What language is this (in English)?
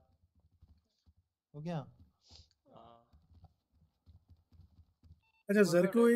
Hindi